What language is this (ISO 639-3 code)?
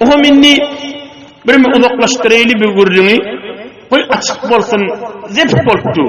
tuk